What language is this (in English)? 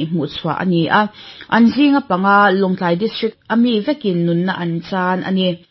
Mizo